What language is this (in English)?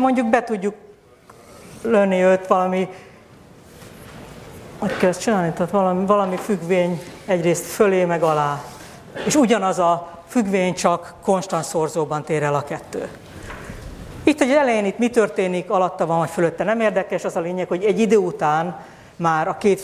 Hungarian